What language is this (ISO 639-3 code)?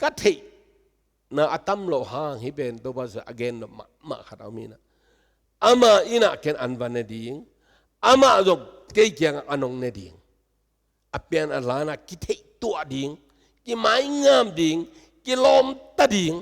ctd